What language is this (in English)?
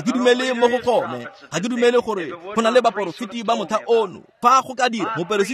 Tswana